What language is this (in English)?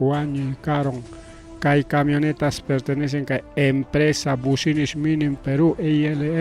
Ayacucho Quechua